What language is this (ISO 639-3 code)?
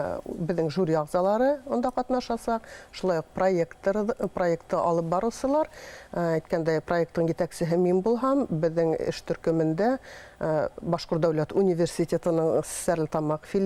bak